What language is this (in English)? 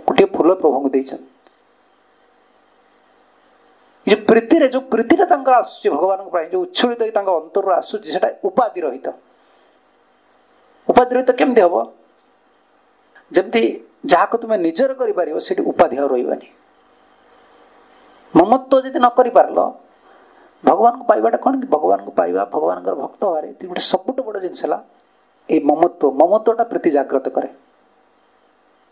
Odia